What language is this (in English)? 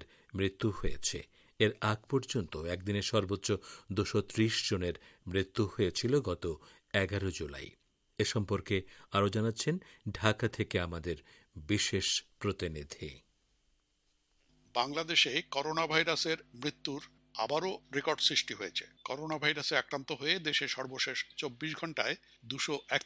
Bangla